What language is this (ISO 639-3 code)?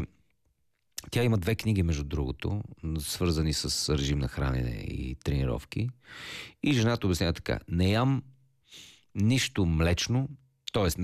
bul